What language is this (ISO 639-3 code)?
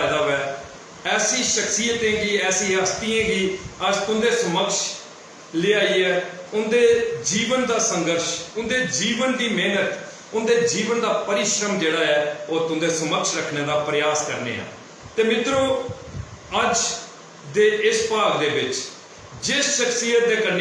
doi